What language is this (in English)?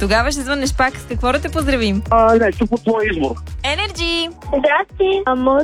Bulgarian